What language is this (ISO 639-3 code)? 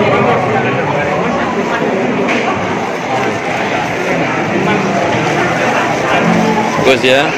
ind